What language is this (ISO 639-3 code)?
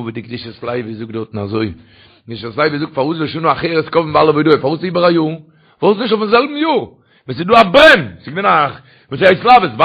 yid